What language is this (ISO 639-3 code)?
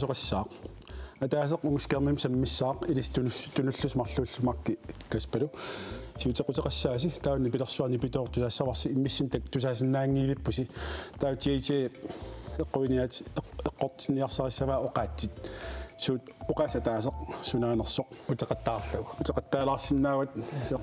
kal